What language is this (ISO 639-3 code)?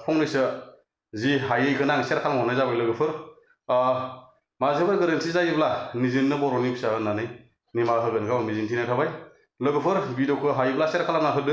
brx